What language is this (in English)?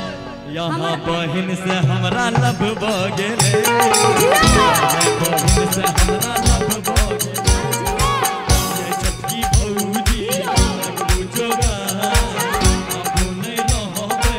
Bhojpuri